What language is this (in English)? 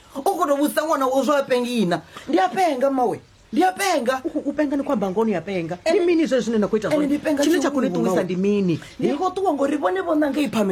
Venda